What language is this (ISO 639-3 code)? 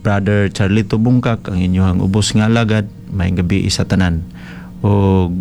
ceb